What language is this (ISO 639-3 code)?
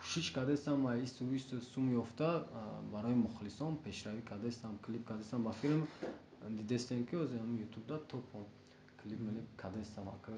tgk